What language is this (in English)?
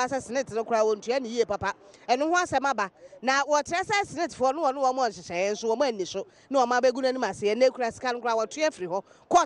Akan